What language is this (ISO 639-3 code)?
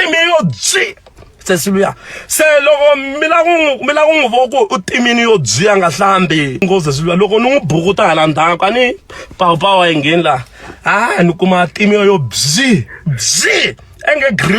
tso